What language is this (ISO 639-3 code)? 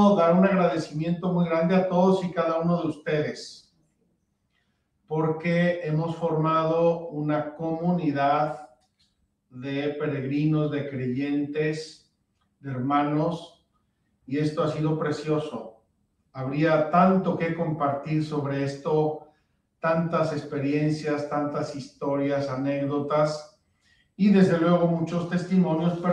spa